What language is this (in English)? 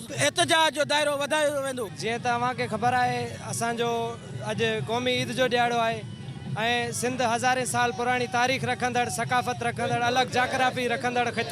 Sindhi